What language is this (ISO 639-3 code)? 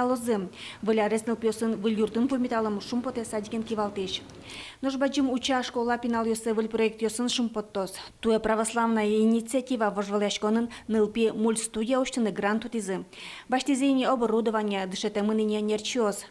udm